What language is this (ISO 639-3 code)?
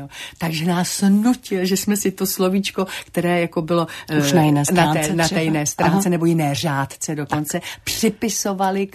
ces